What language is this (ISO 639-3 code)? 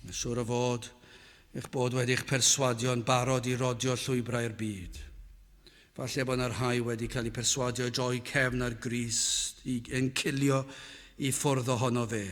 cym